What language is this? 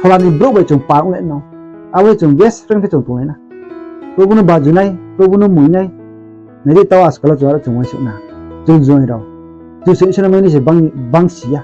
Riang (India)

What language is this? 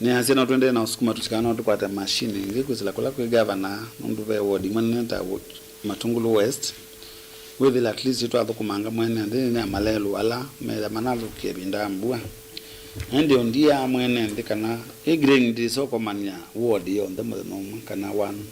Kamba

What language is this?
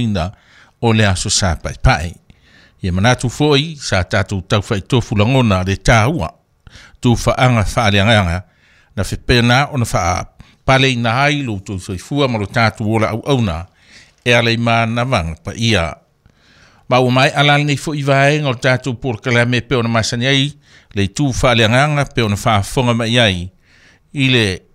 Samoan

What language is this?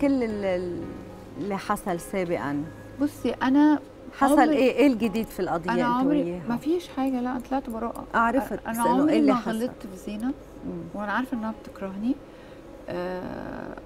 Egyptian Arabic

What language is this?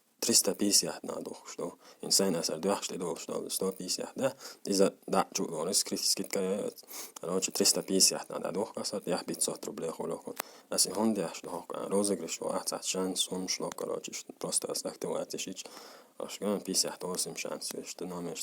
Chechen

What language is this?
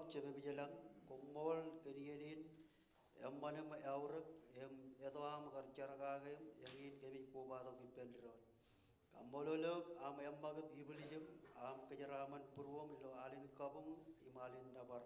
Marshallese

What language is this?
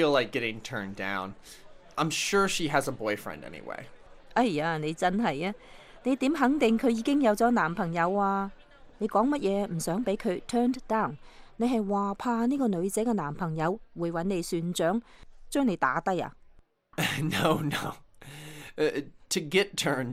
Cantonese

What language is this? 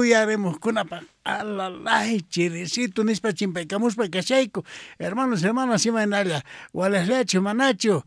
South Bolivian Quechua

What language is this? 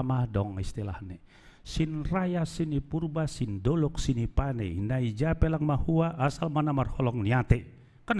Batak Simalungun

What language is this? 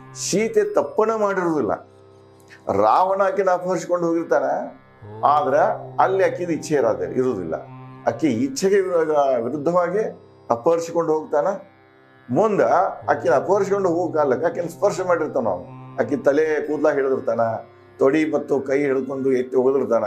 Kannada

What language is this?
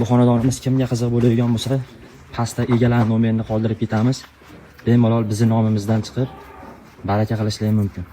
Uzbek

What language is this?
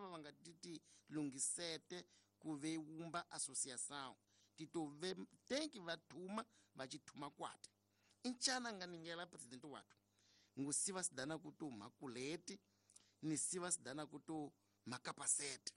Tsonga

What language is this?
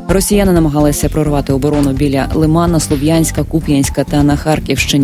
Ukrainian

